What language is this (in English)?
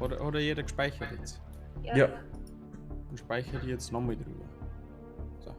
Bavarian